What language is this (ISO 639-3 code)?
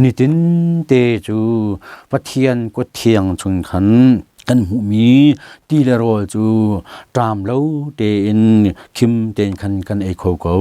cnh